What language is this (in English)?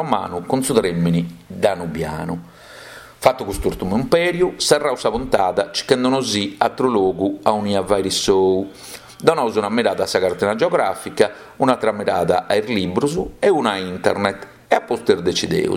Sardinian